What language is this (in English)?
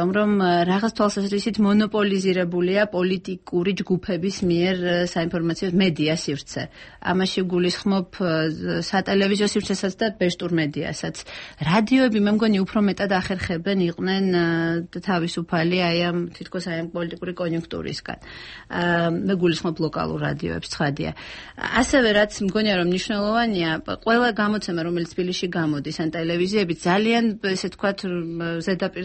Georgian